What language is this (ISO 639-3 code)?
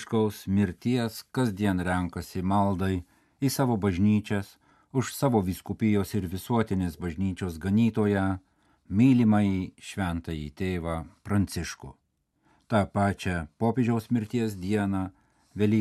lit